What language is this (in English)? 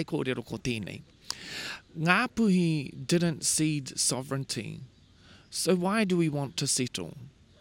Māori